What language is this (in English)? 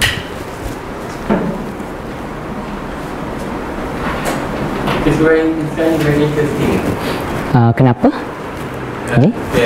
Malay